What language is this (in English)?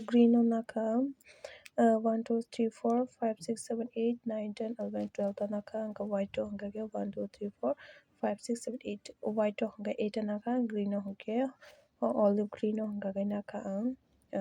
Kok Borok